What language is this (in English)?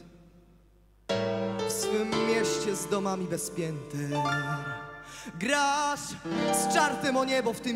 Polish